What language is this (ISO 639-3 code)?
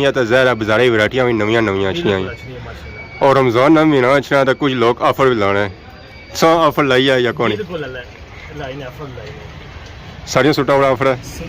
phr